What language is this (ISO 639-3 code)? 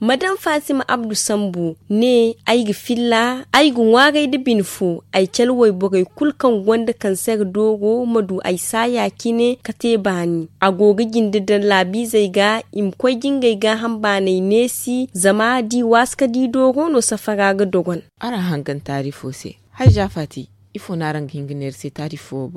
dje